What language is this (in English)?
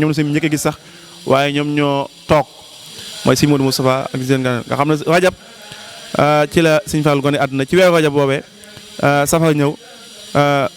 Wolof